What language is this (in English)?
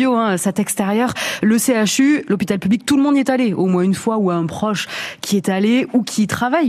French